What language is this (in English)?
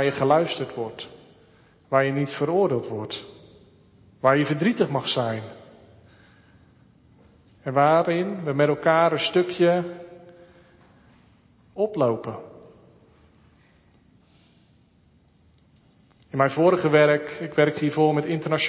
Dutch